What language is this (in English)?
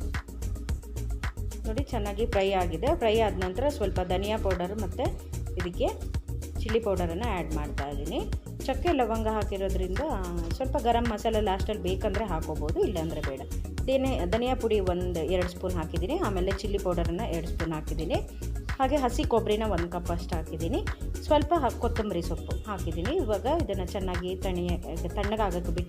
Kannada